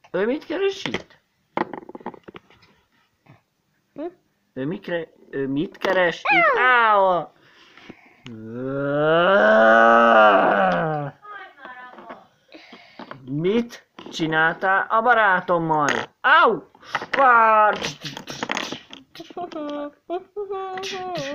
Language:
Hungarian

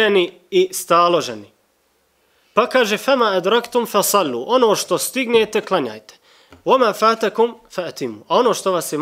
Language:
Bosnian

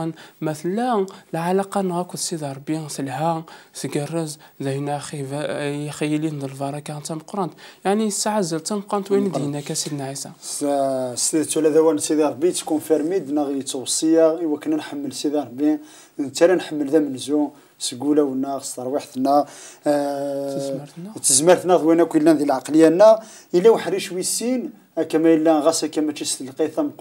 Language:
Kabyle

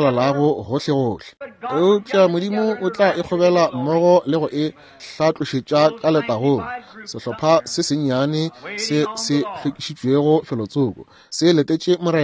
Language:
Northern Sotho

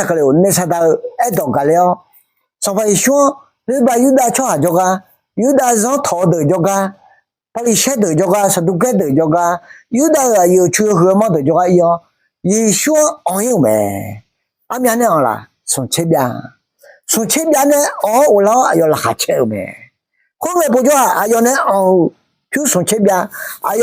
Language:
Akha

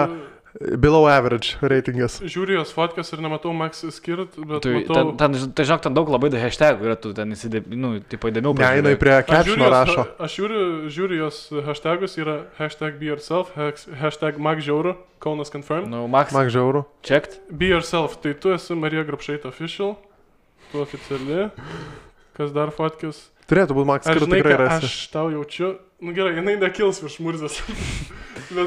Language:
Lithuanian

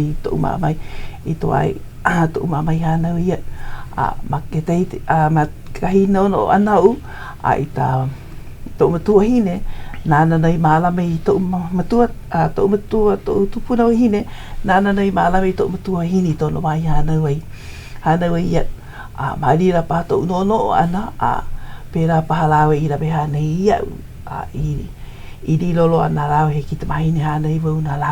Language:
Hawaiian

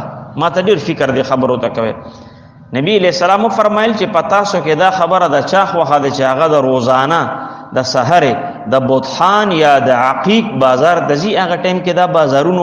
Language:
Pashto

